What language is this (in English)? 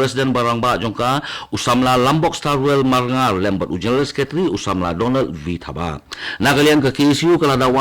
Khasi